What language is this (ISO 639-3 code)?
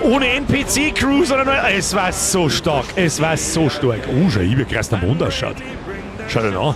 bar